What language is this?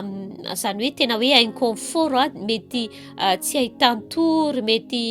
Malagasy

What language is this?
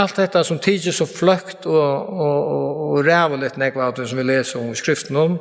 Faroese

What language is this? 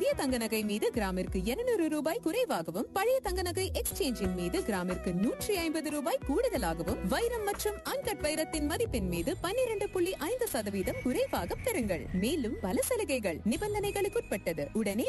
Tamil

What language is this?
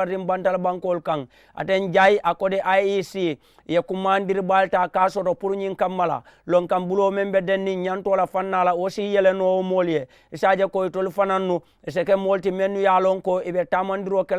Mandingo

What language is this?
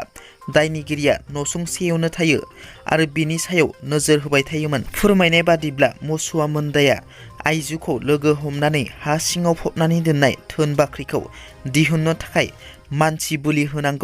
Bodo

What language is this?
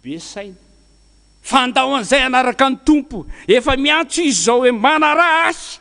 Malagasy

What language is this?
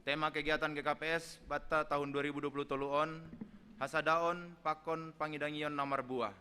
Batak Simalungun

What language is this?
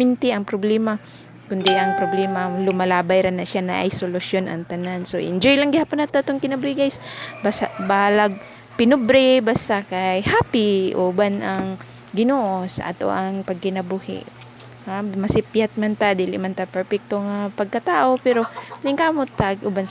Cebuano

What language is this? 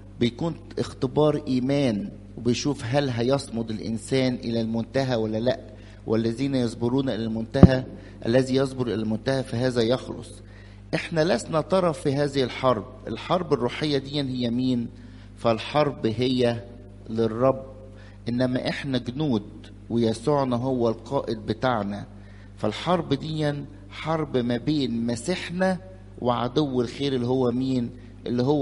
Egyptian Arabic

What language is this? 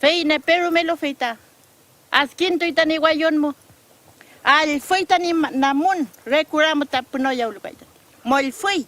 Mapuche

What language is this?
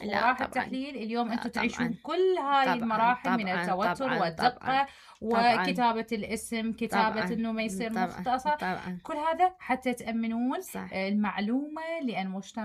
Mesopotamian Arabic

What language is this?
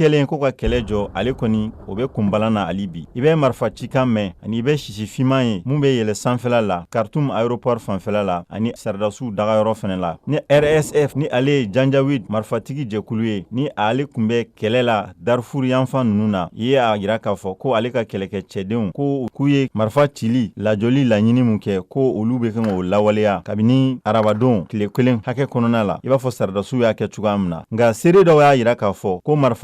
Bambara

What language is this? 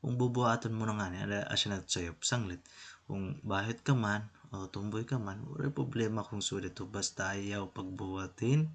Waray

